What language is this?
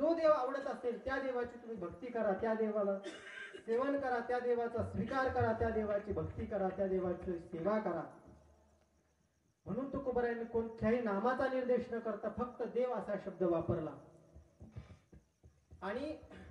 Marathi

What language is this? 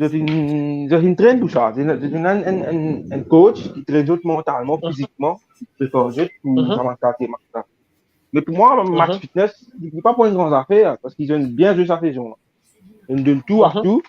Morisyen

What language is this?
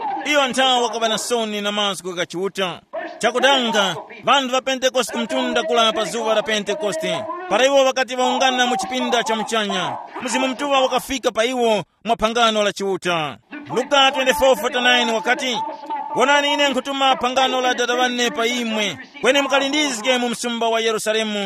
Tumbuka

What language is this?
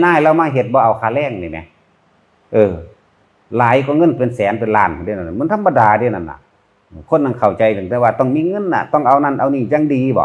Northeastern Thai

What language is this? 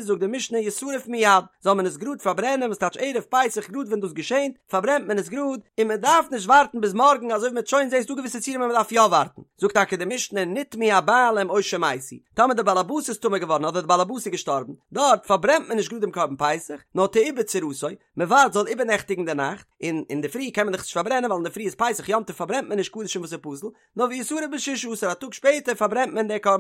Yiddish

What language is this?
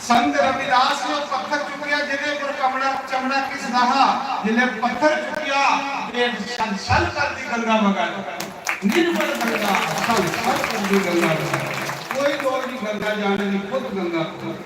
Dogri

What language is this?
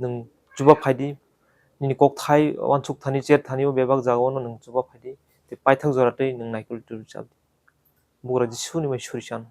Kok Borok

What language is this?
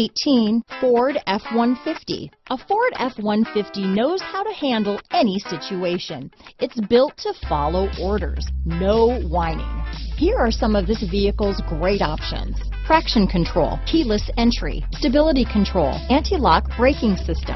English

